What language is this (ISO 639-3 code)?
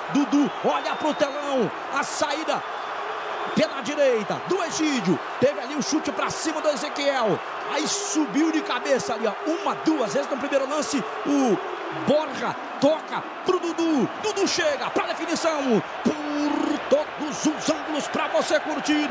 por